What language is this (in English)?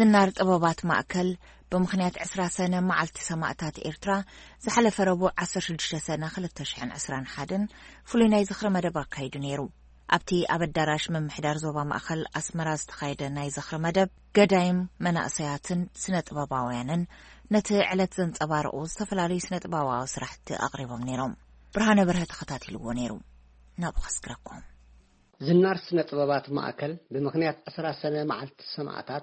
Tigrinya